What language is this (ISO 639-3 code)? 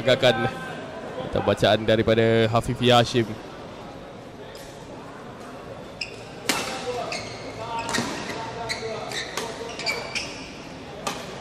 msa